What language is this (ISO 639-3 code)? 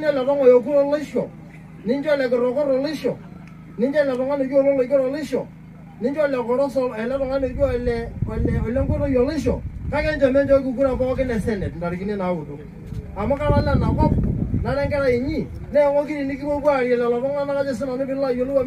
mas